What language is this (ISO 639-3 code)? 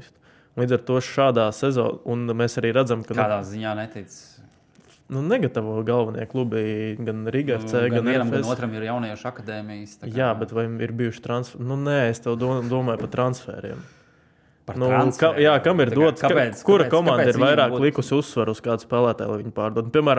lav